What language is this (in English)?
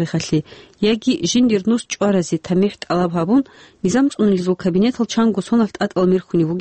Avaric